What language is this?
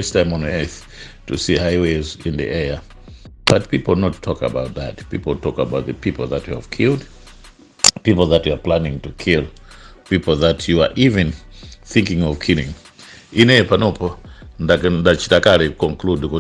Nyanja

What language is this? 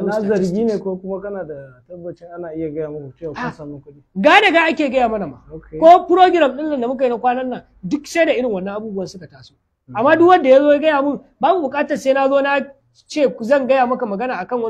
Hausa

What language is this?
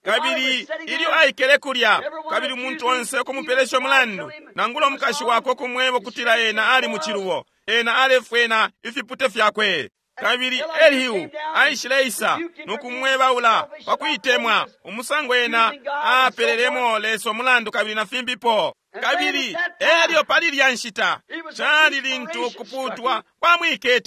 Bemba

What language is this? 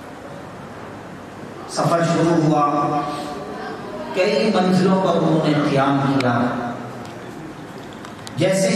Urdu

